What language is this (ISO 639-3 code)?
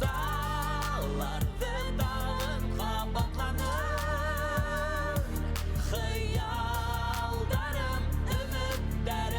bak